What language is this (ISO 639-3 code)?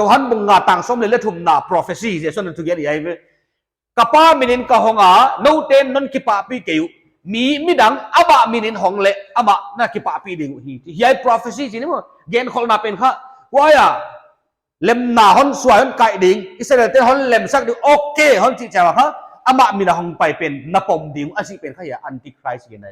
pck